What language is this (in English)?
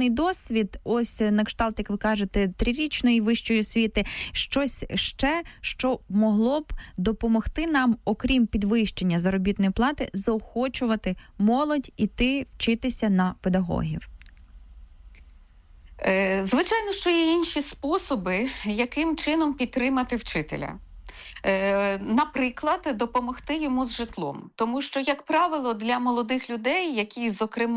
Ukrainian